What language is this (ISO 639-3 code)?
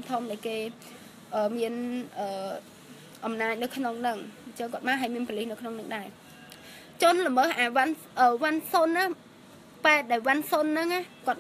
khm